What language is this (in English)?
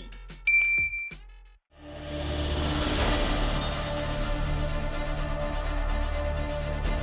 Telugu